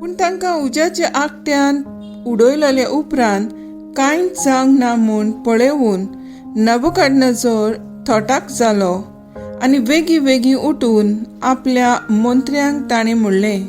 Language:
Konkani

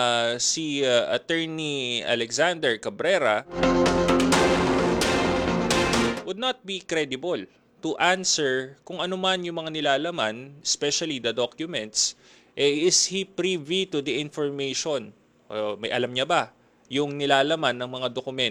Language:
Filipino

